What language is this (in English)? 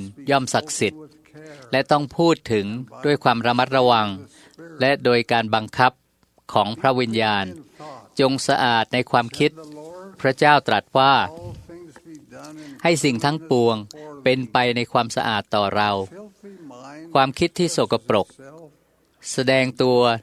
Thai